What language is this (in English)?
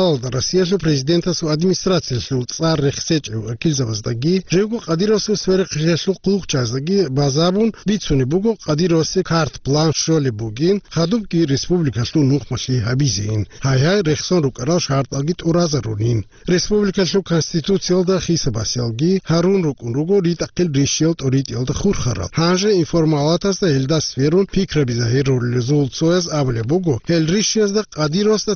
Avaric